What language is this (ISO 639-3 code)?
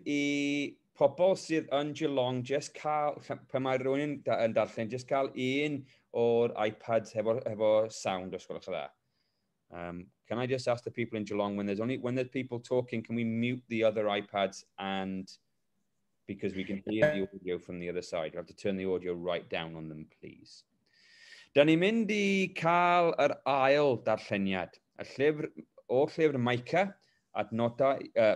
cym